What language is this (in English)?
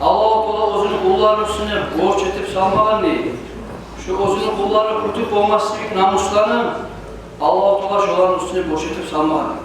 Kumyk